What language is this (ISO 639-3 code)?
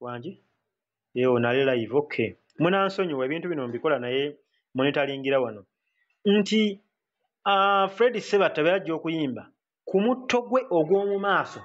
lug